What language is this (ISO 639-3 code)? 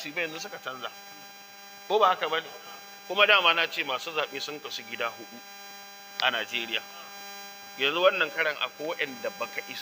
hau